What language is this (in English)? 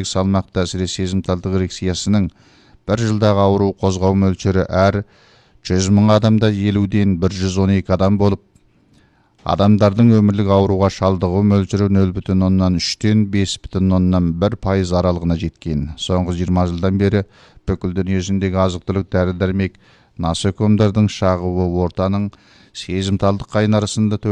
Kazakh